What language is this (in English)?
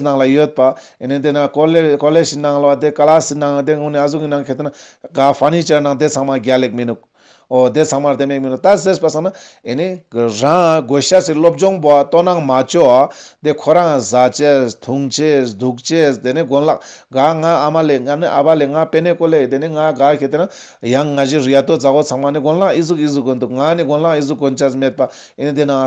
Ladakhi